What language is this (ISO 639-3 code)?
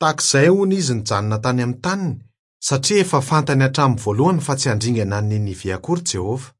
mlg